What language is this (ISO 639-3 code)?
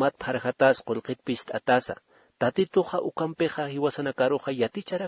aym